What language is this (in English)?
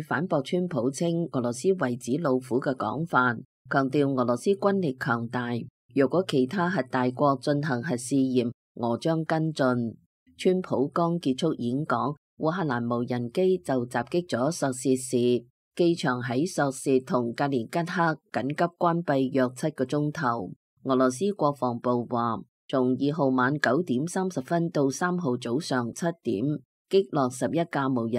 Cantonese